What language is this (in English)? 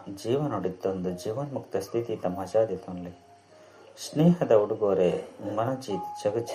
Tulu